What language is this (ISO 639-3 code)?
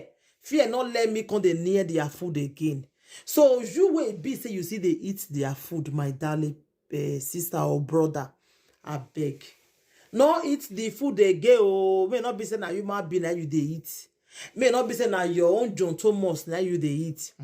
pcm